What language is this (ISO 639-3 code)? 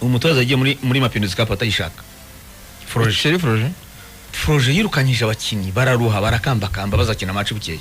kin